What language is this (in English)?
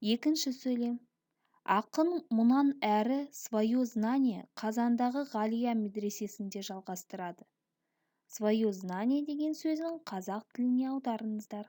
Kazakh